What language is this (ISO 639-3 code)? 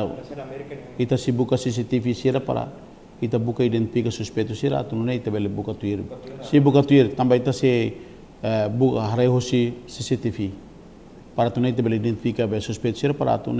tet